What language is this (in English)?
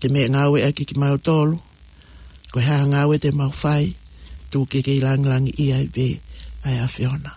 Tongan